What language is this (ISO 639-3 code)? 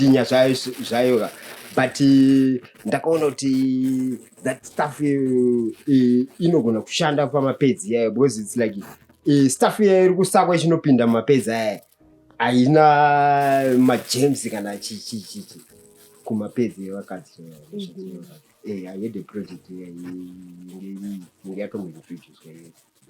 sna